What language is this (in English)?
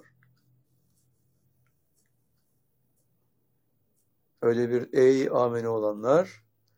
Turkish